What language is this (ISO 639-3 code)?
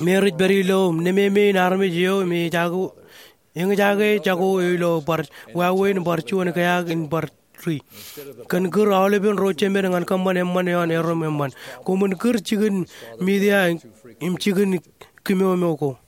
mah